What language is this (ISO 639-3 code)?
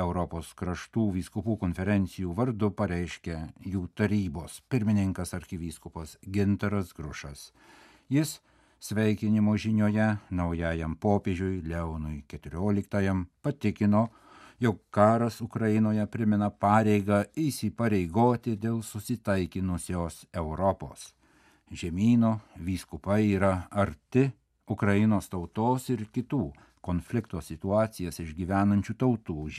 lit